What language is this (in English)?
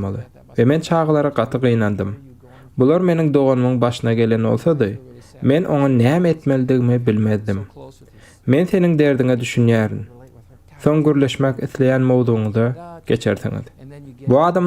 Turkmen